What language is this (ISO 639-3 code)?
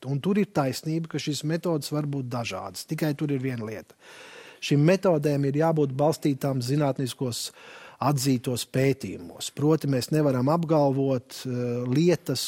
lav